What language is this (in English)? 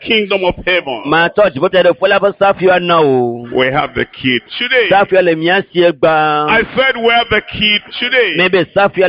Ewe